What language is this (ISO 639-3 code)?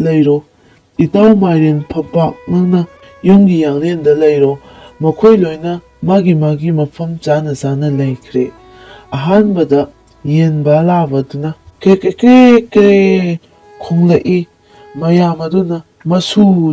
mni